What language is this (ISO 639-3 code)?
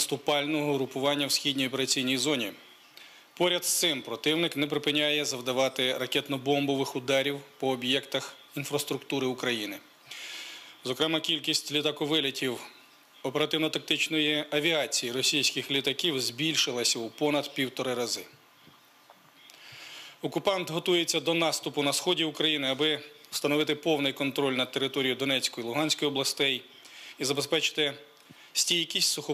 ukr